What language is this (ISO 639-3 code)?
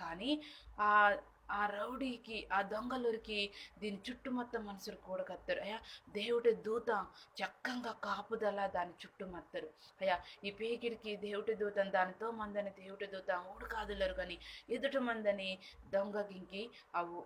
kff